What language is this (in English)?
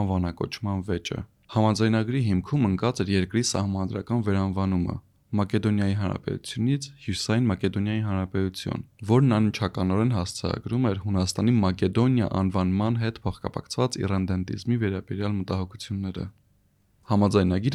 Armenian